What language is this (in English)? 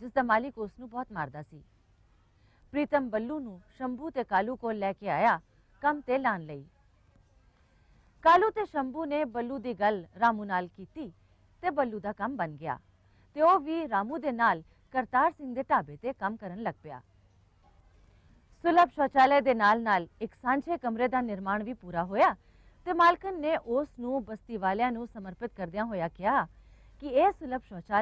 Punjabi